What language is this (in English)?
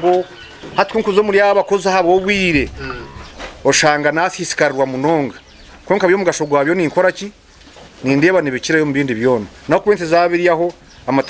Nyankole